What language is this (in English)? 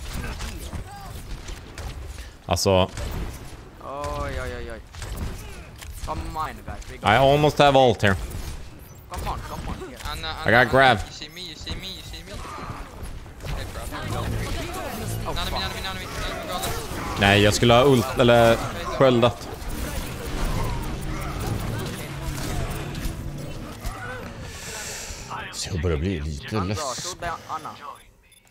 Swedish